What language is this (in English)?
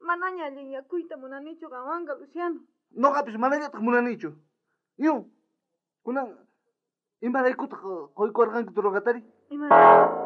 South Bolivian Quechua